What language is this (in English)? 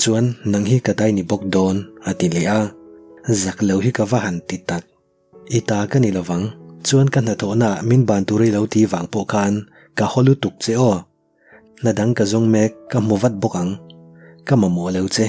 Mizo